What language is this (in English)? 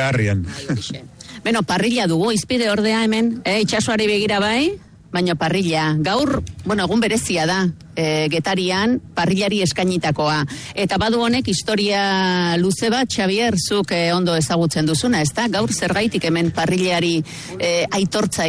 Basque